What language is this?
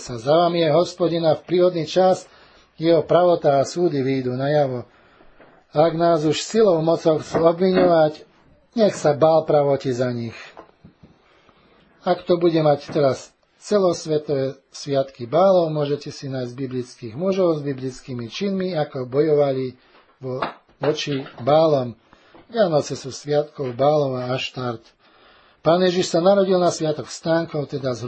Slovak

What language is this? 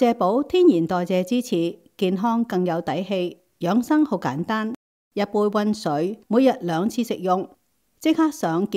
Cantonese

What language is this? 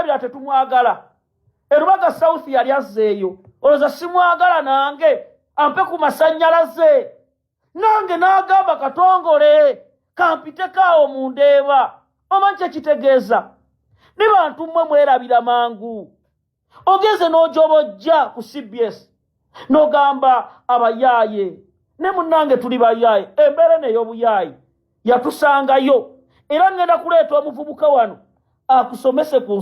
Ganda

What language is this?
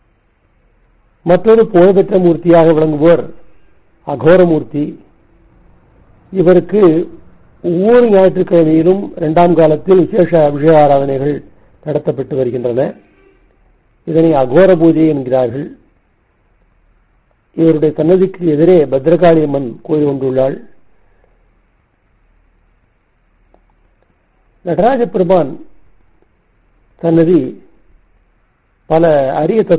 Tamil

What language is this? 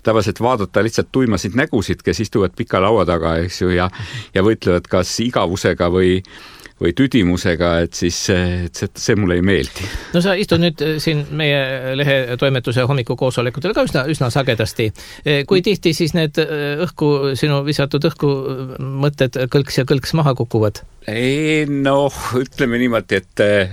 Estonian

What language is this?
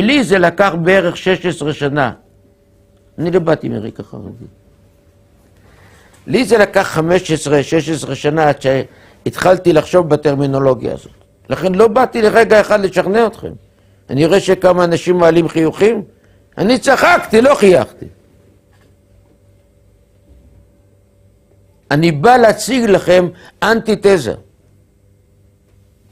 Hebrew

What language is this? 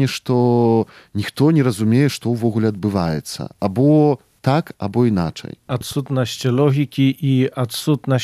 Belarusian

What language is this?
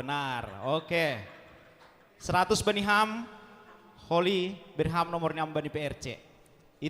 Batak Simalungun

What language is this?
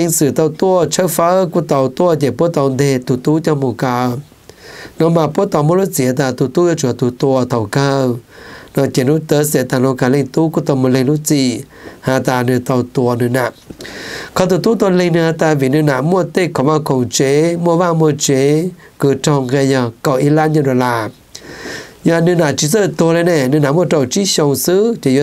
Vietnamese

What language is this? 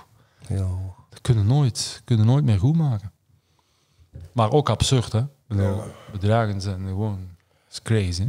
Dutch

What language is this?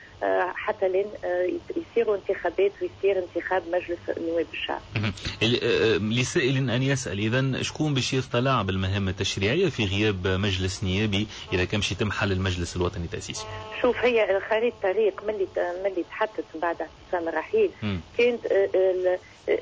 Tunisian Arabic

